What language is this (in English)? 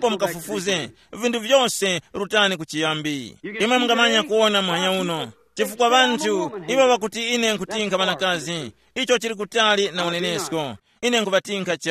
Tumbuka